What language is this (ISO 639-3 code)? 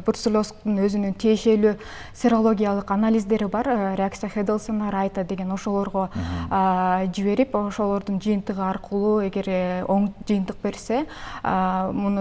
kir